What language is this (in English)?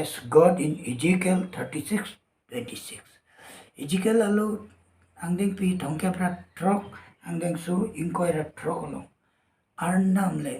Karbi